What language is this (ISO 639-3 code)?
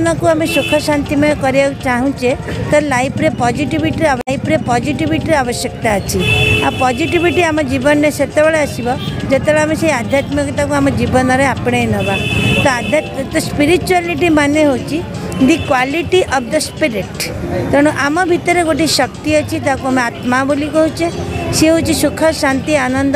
ori